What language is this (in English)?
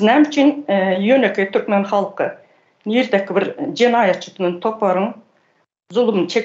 Turkmen